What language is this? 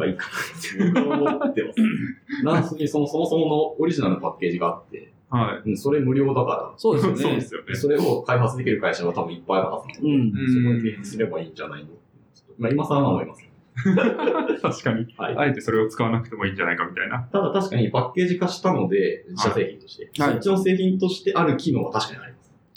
Japanese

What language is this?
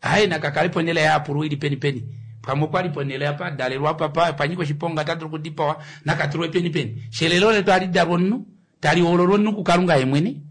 Kuanyama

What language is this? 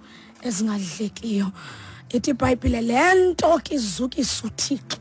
Xhosa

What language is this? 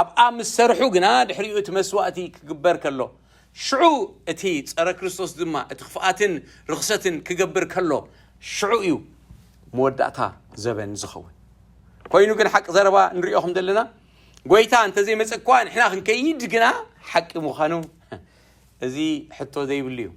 Tigrinya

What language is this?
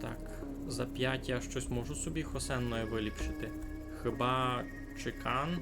Rusyn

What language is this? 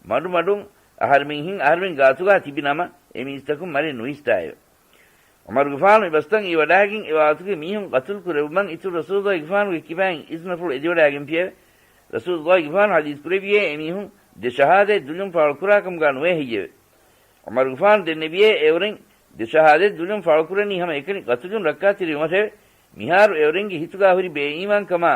Divehi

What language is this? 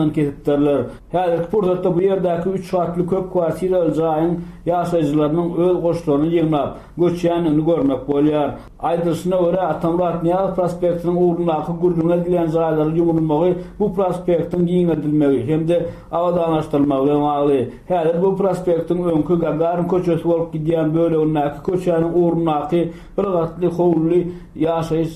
Turkmen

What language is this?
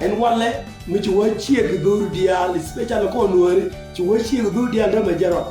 Nuer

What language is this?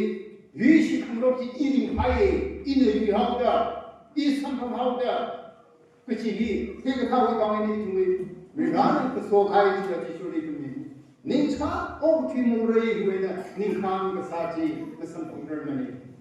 Tangkhul Naga (India)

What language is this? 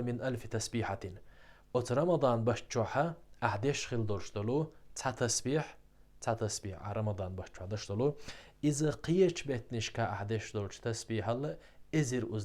Chechen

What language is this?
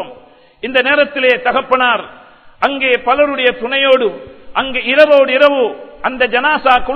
Tamil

